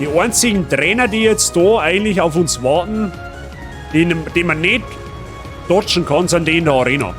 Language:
Bavarian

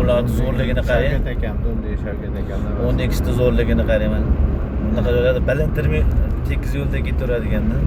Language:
Uzbek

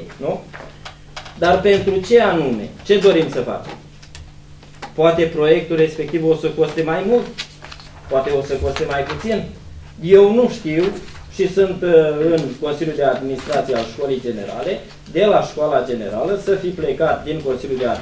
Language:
Romanian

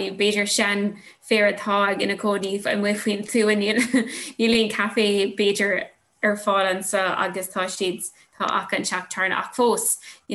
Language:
Irish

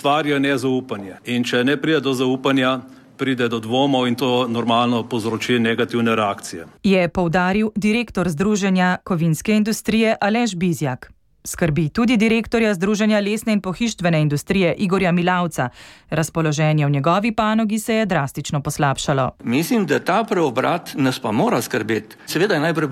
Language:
Slovenian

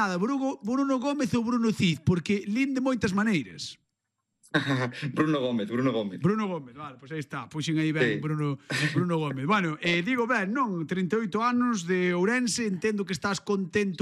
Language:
Galician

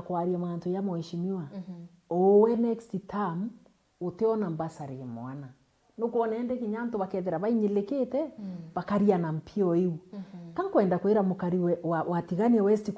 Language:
Meru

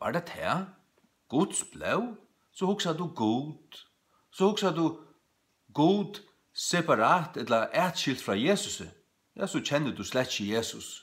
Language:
Faroese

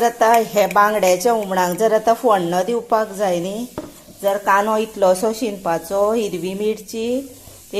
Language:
Konkani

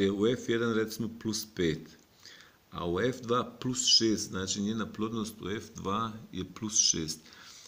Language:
Bosnian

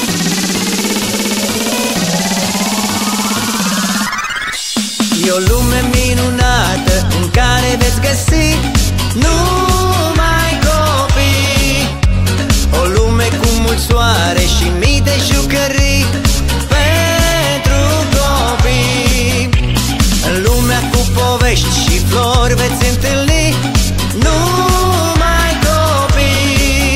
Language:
Romanian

